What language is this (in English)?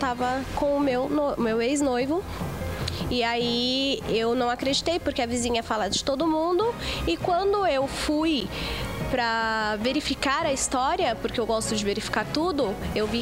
Portuguese